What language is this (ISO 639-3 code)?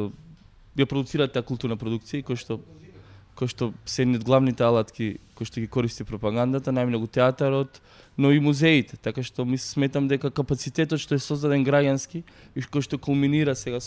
mkd